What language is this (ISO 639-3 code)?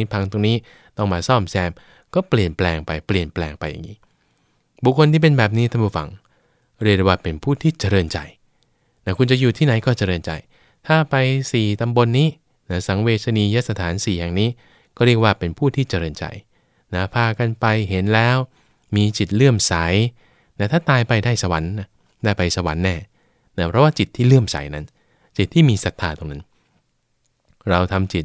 tha